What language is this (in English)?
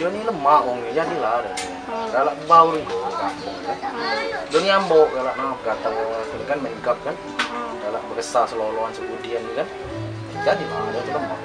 Musi